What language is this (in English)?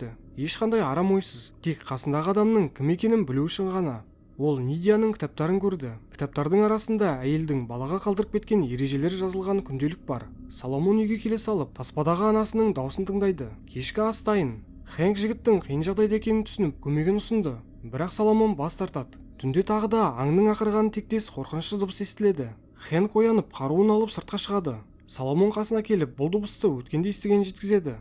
Kazakh